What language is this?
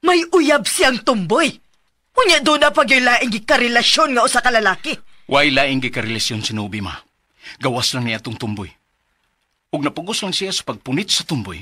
Cebuano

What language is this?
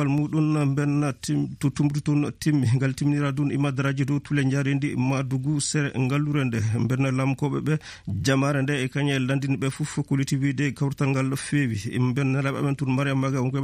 Fula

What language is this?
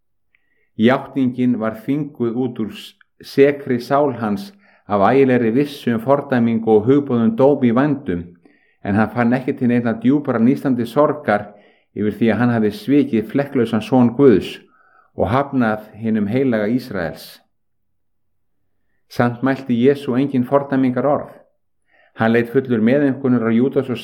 Icelandic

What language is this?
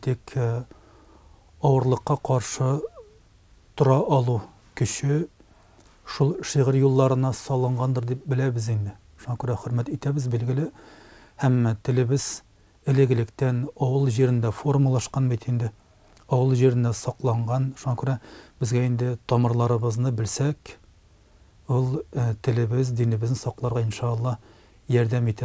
Tatar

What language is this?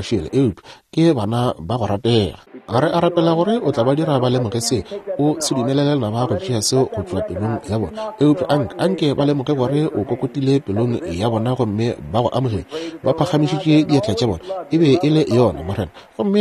Northern Sotho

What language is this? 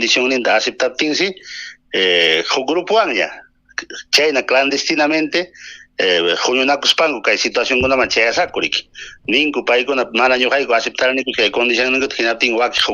Ayacucho Quechua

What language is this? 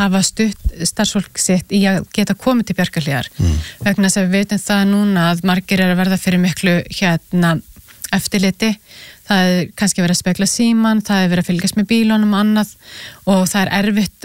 Icelandic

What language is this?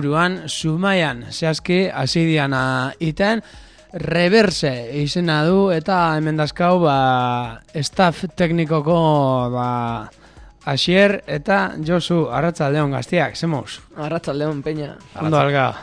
Basque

